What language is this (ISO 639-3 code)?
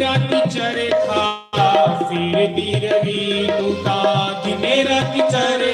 doi